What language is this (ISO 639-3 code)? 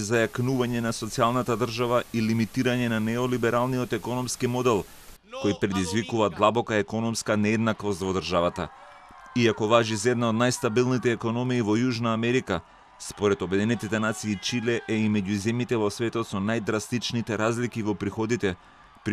mkd